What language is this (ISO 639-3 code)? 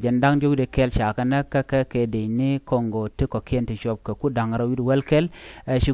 nus